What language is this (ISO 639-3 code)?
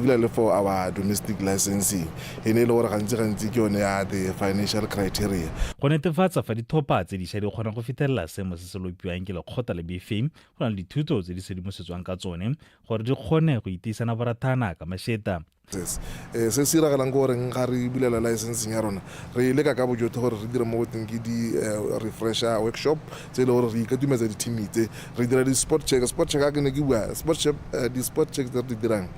tsn